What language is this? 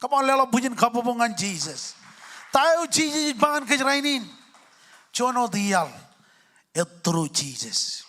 Marshallese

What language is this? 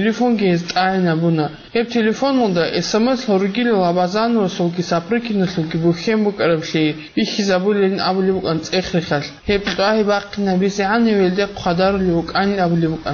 Avaric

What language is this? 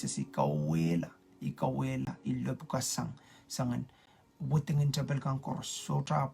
Pohnpeian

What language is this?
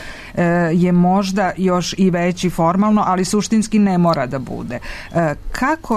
Serbian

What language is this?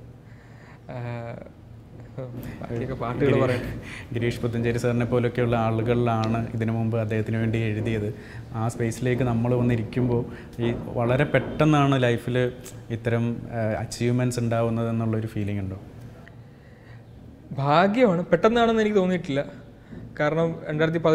Malayalam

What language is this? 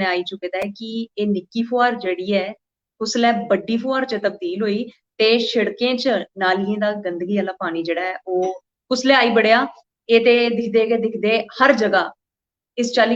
Dogri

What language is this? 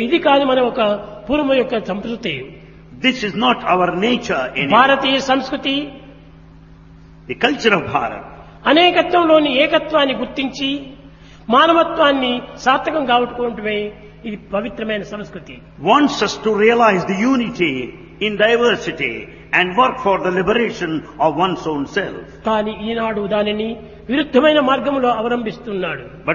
Telugu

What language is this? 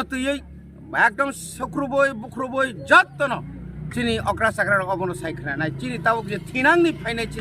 Kok Borok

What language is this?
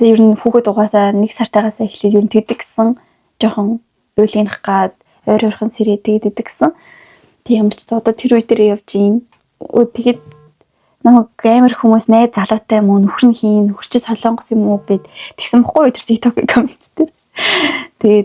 Mongolian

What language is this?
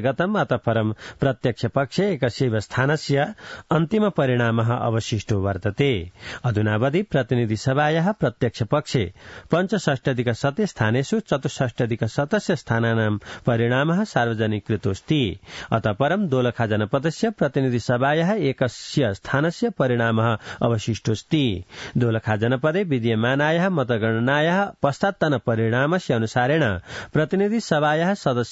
Sanskrit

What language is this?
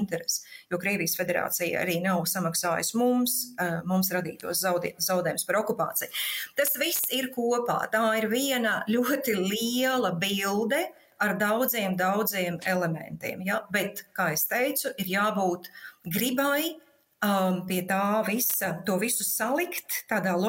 Latvian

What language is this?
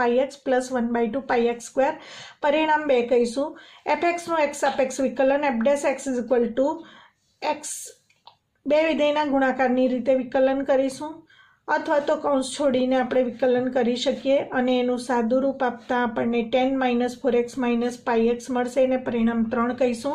Gujarati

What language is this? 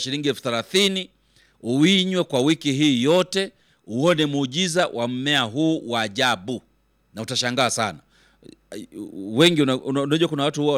Swahili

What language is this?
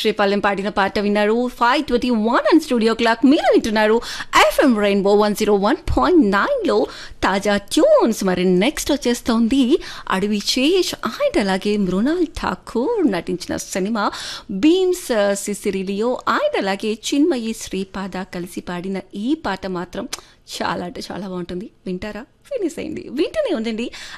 Telugu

